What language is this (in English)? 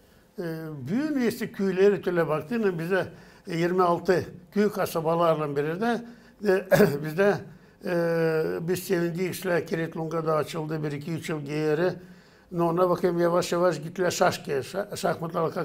Gagauz